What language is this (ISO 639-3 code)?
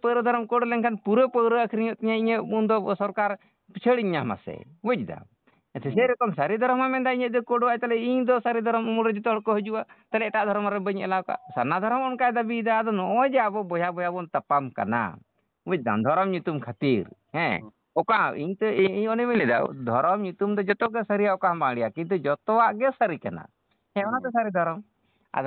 sat